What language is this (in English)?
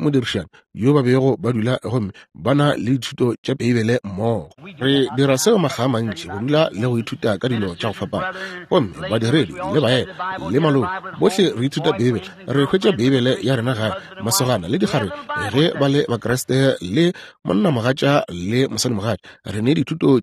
Northern Sotho